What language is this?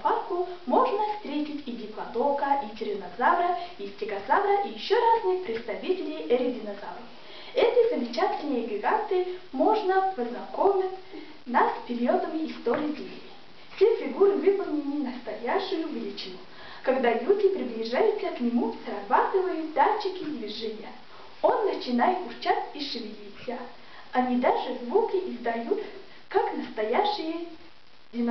Russian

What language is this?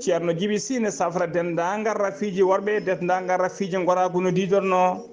Fula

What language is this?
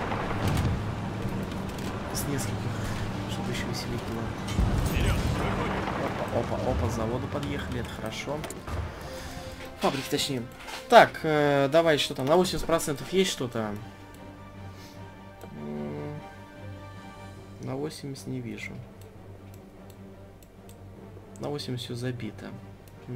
Russian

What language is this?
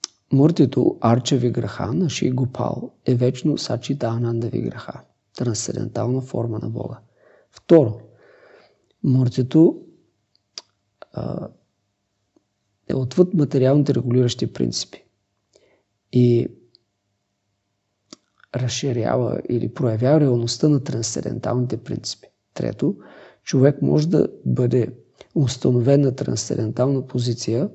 Bulgarian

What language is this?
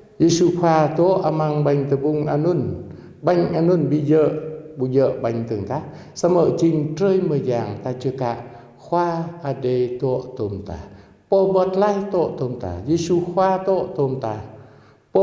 Jarai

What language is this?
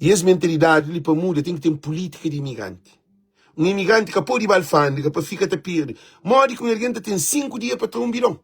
Kabuverdianu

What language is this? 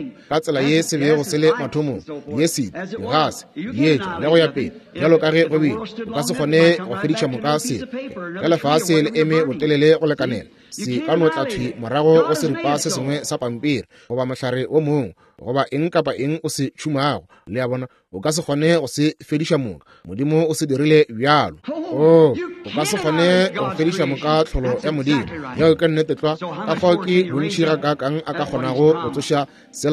Northern Sotho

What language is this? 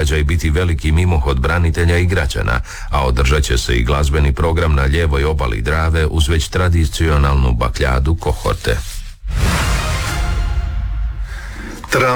Croatian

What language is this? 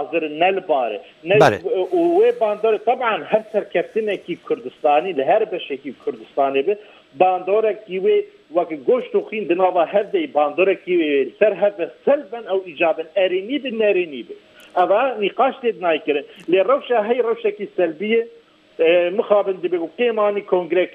Kurdish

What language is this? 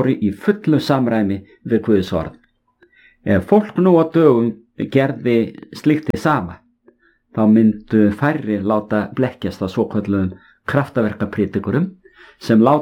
Icelandic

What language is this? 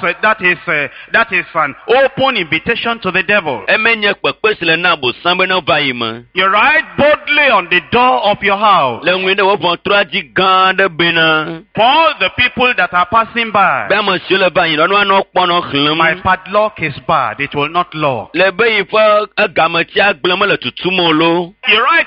Ewe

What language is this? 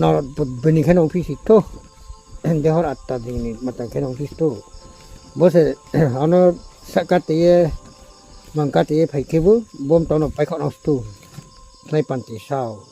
Riang (India)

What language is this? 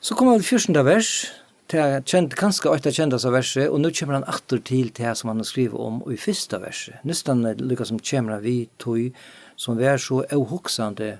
Faroese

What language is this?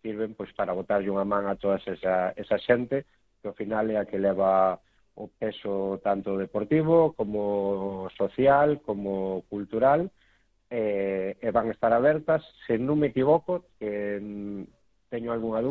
Galician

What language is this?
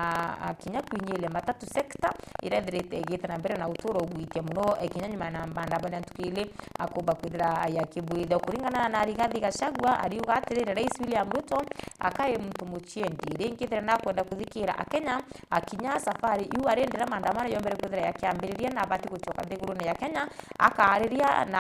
Meru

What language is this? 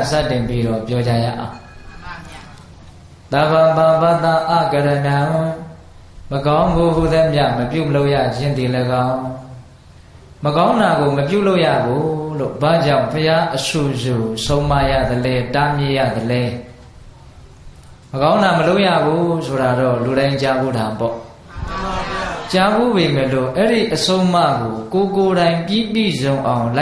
Burmese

